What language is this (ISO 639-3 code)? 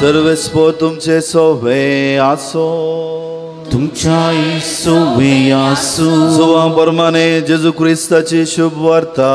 kok